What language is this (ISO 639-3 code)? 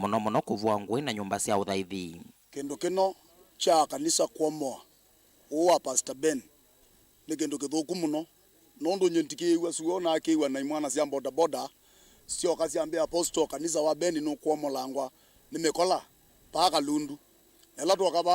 kam